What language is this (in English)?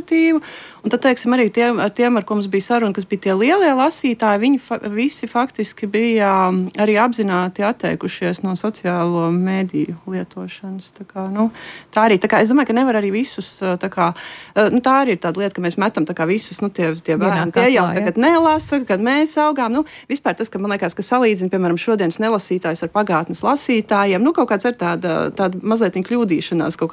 Latvian